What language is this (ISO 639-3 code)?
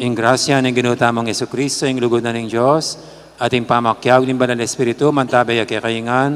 pam